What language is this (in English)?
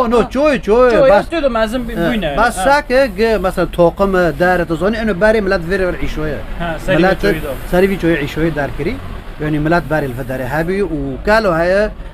Kurdish